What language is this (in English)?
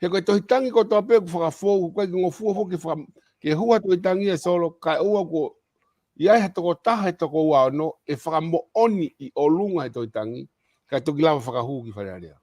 Tongan